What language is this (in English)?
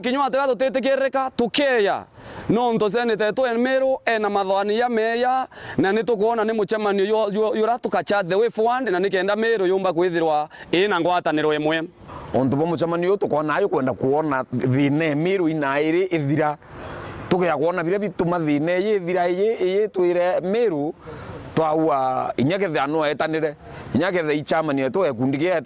Meru